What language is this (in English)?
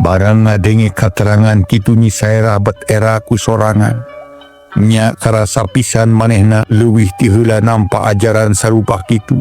Sundanese